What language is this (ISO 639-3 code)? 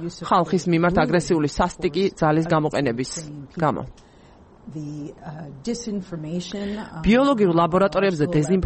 kat